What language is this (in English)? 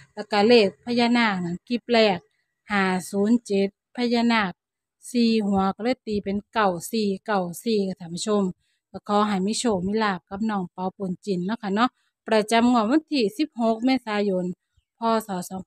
Thai